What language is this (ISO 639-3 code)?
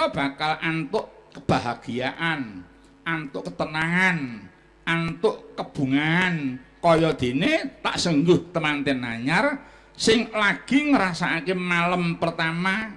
jav